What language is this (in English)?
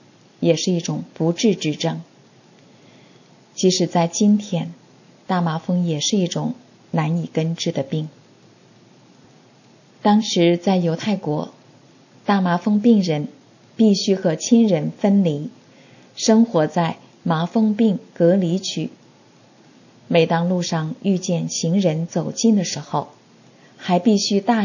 Chinese